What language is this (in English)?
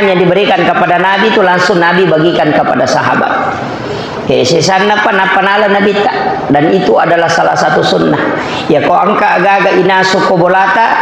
Buginese